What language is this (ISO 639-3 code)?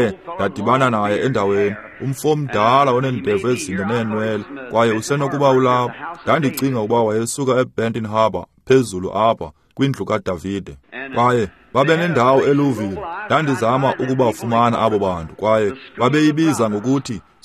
xho